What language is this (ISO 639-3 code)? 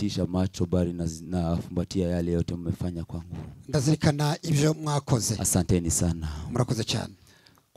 kin